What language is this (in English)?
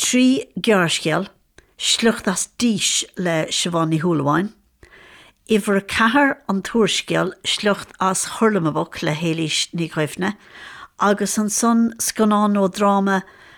Irish